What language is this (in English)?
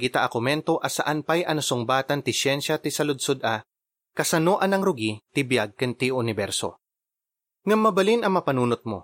Iloko